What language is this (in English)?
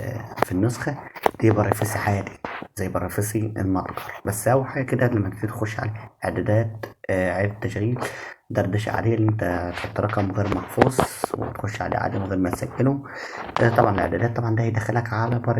Egyptian Arabic